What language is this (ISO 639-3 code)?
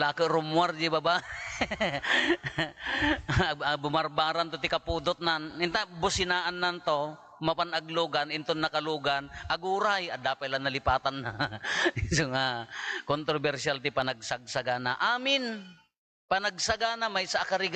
ilo